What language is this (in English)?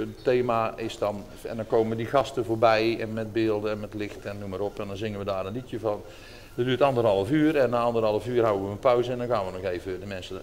Dutch